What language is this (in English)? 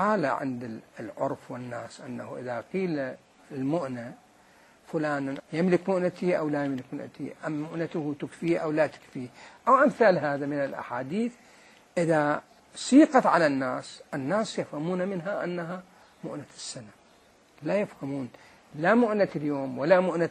Mesopotamian Arabic